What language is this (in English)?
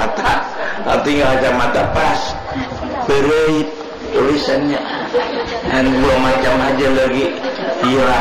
Banjar